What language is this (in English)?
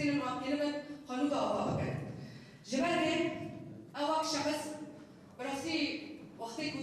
Kurdish